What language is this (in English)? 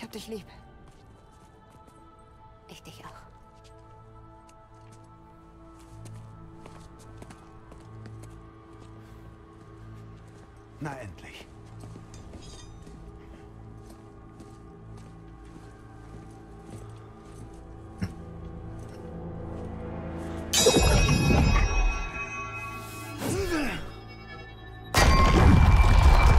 German